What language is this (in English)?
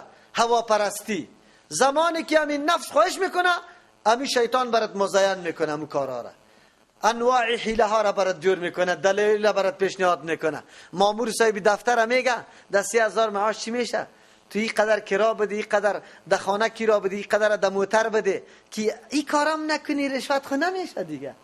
Persian